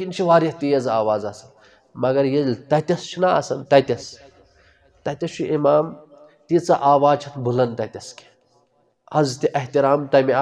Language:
Kashmiri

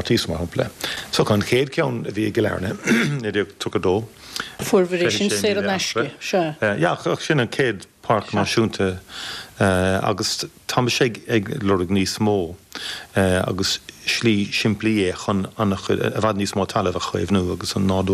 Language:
Irish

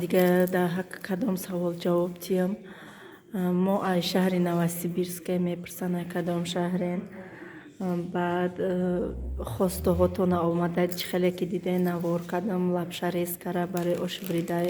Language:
Tajik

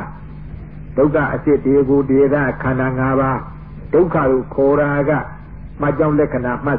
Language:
Burmese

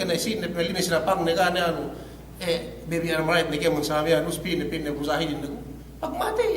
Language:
Yakan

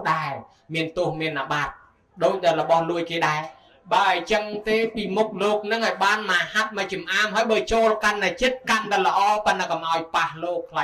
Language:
Khmer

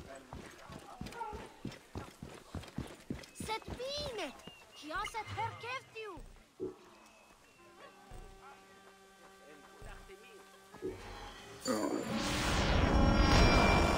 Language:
Spanish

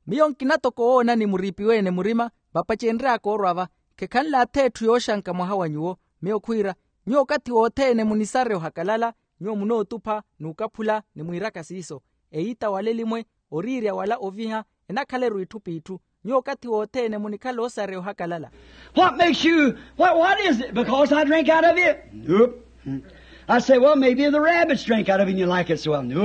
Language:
Makhuwa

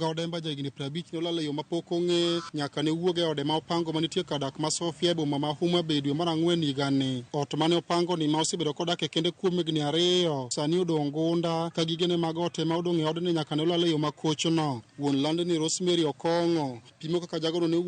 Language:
Luo (Kenya and Tanzania)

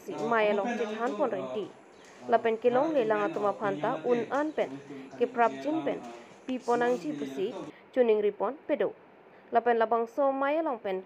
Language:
Karbi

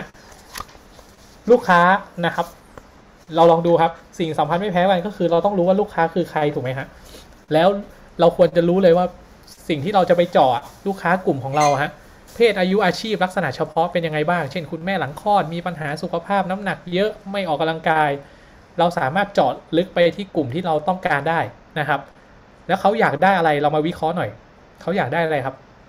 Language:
Thai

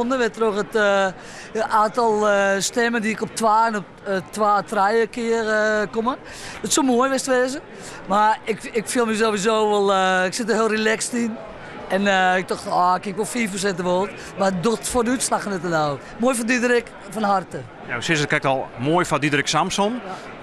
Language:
Western Frisian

